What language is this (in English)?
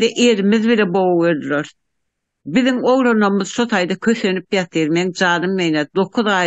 Turkmen